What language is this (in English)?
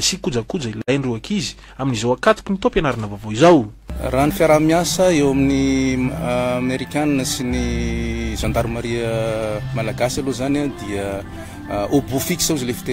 Malagasy